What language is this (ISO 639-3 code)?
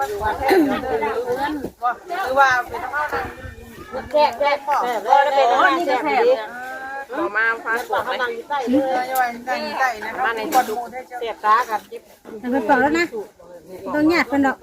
tts